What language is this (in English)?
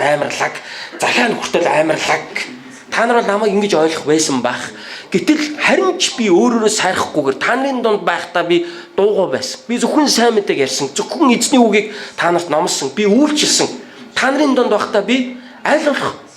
Mongolian